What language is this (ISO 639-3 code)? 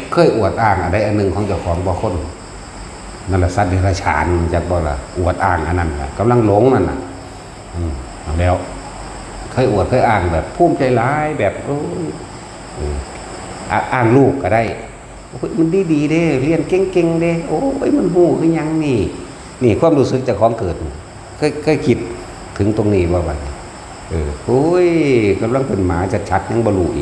tts